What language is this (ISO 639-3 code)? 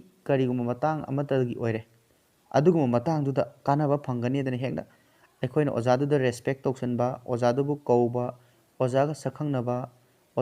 mni